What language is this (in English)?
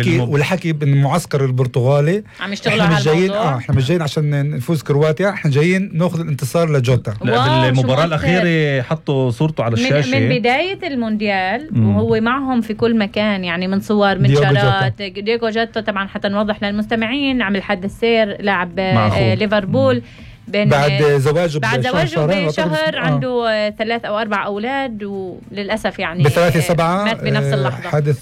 North Levantine Arabic